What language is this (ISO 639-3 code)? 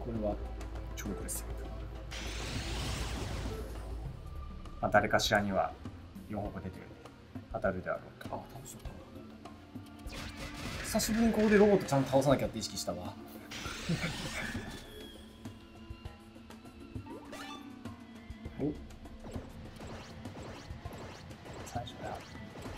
jpn